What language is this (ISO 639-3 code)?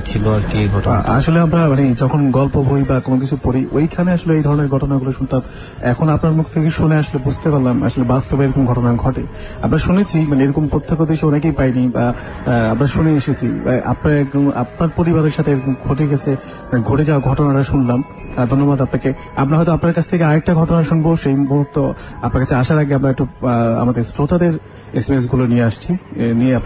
ben